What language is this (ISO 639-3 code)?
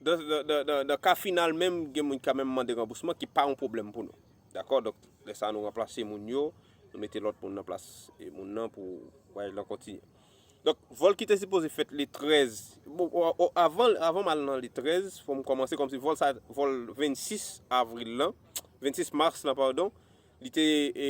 hat